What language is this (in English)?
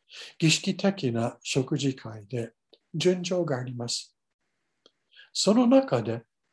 Japanese